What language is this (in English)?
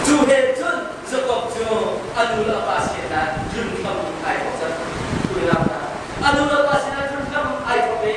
Hakha Chin